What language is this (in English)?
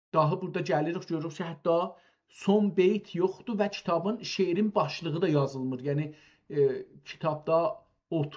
South Azerbaijani